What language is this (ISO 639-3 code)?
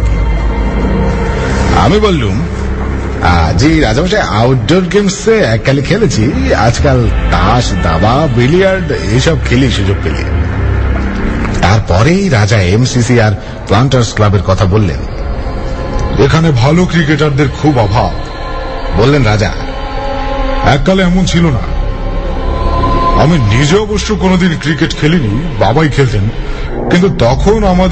ben